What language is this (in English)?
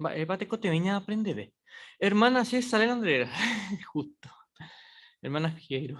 Guarani